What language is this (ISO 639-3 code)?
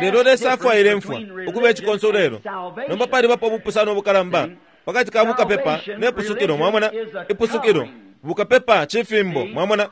bem